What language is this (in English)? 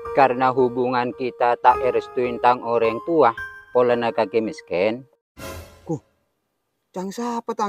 Madurese